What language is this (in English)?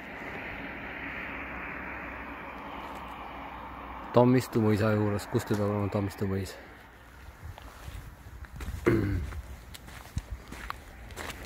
Estonian